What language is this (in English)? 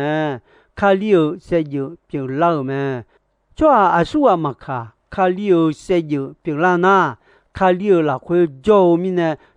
Akha